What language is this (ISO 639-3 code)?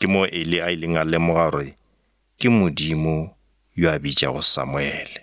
nso